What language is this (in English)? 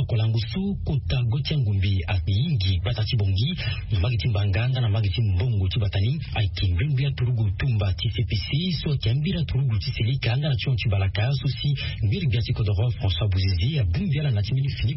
Sango